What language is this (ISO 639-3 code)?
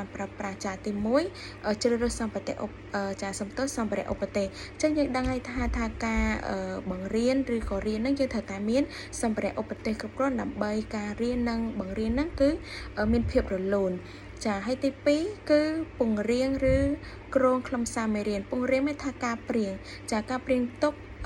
khm